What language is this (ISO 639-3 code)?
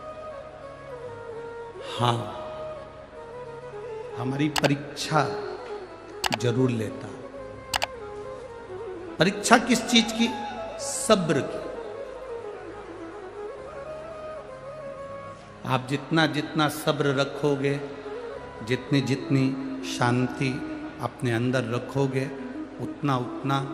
hin